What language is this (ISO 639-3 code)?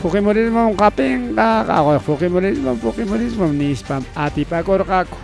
quy